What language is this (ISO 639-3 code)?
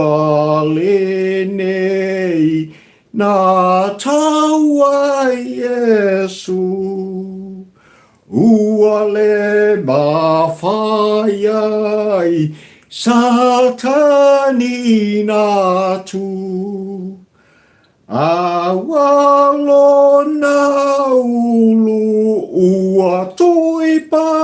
smo